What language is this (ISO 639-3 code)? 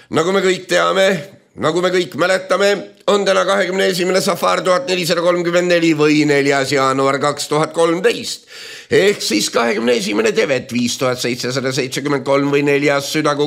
est